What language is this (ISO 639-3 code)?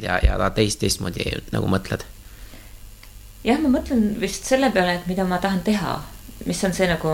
est